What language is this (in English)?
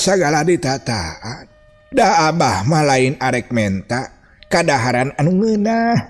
Sundanese